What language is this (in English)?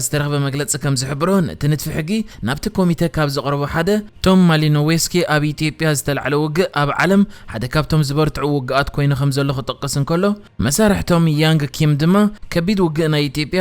Tigrinya